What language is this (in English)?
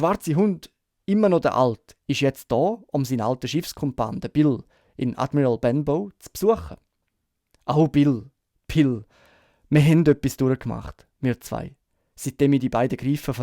Swiss German